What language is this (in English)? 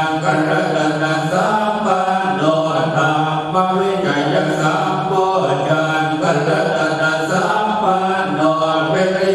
Pali